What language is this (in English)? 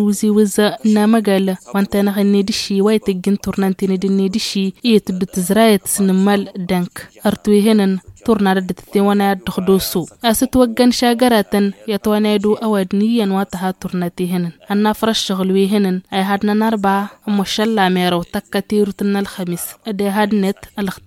Tamasheq